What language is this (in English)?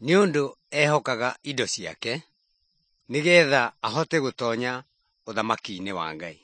Kikuyu